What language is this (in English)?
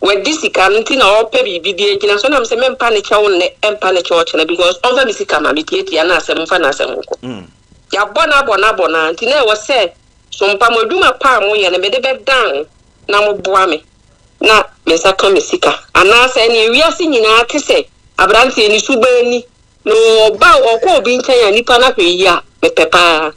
Akan